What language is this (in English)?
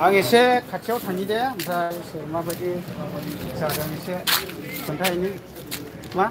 Bodo